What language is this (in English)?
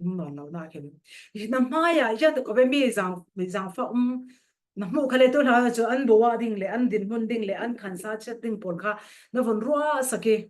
Falam Chin